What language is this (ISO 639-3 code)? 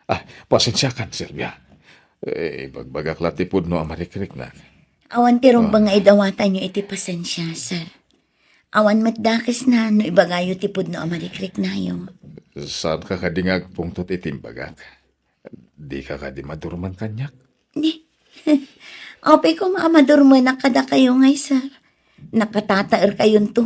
ilo